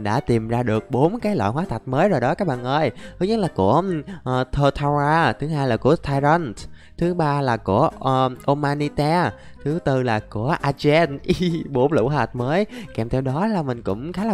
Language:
Vietnamese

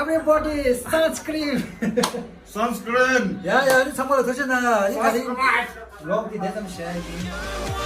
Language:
Tibetan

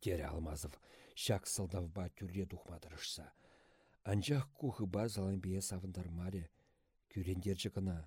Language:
Chuvash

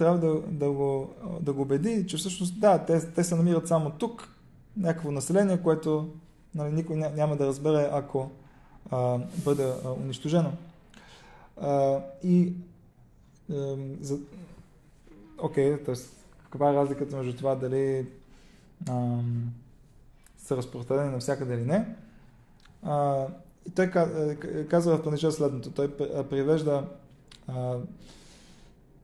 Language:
Bulgarian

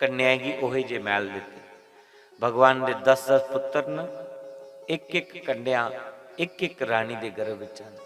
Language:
Dogri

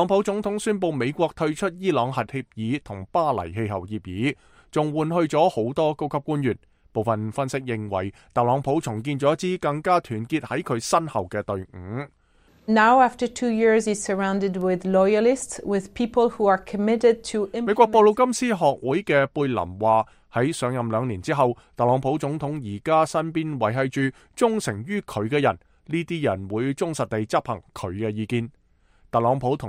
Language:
Cantonese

